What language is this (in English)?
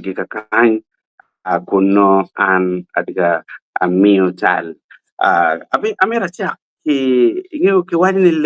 Acoli